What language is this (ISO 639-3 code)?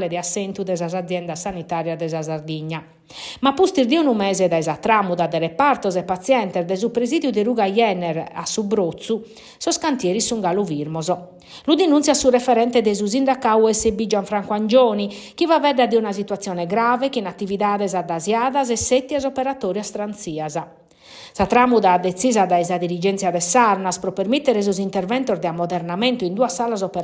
srd